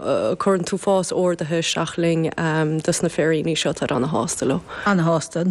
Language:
Irish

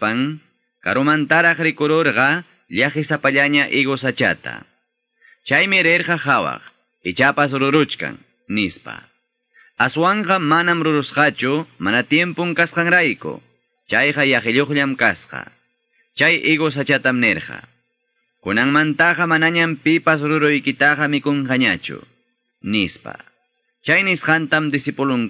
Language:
Ayacucho Quechua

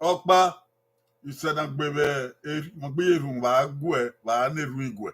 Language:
Bini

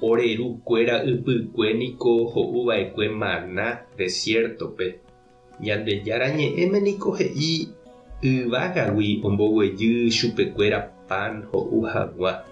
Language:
Guarani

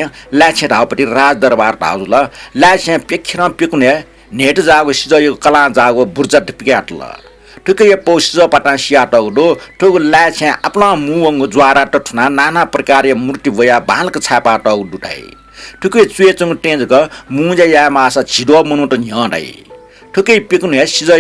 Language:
Newari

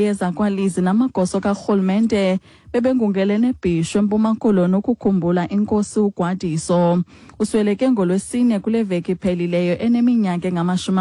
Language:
Xhosa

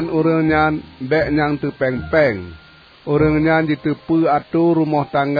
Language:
Achinese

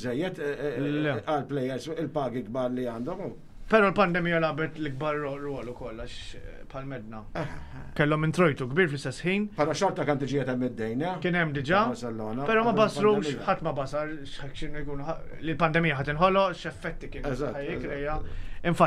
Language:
Maltese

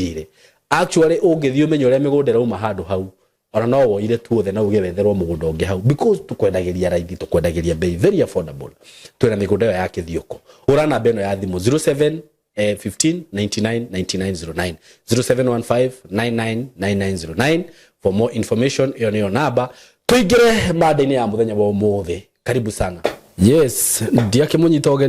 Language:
Kikuyu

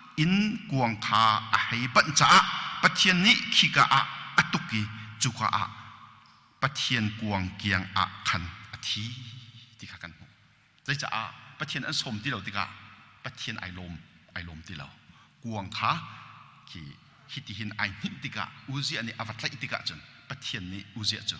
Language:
Hakha Chin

